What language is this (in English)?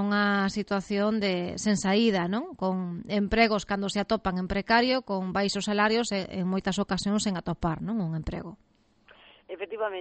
Galician